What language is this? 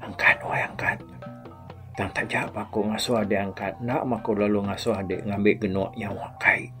Iban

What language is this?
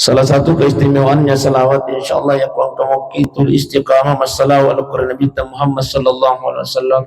Buginese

